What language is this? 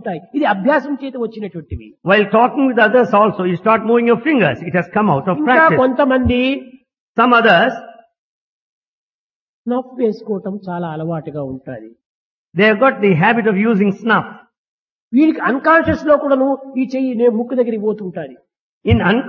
Telugu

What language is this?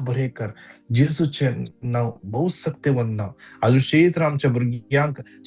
Konkani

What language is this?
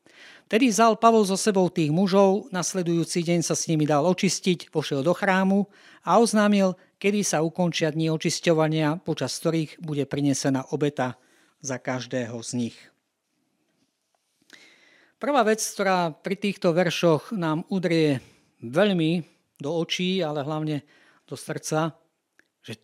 Slovak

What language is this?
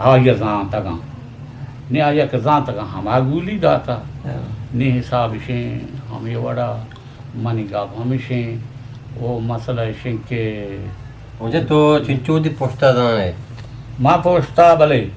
Eastern Balochi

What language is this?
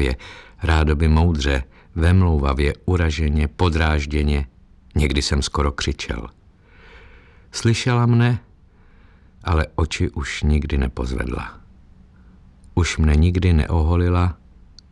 Czech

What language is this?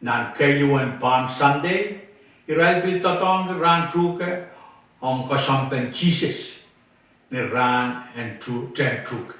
Pohnpeian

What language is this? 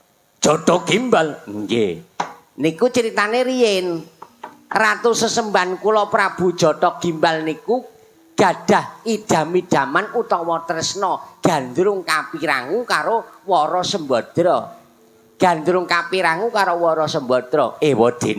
Javanese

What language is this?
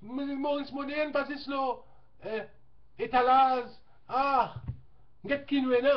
Morisyen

